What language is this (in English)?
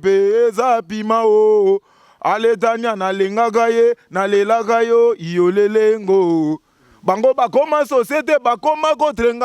Lingala